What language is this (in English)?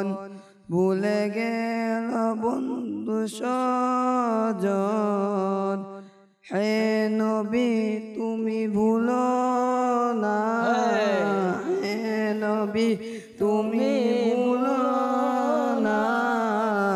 Bangla